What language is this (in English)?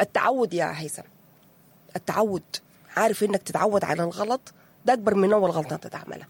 Sudanese Arabic